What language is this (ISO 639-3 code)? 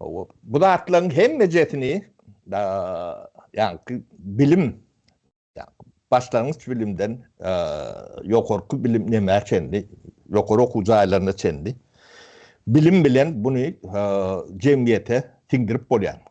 tuk